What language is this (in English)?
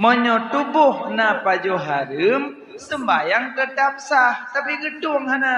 Achinese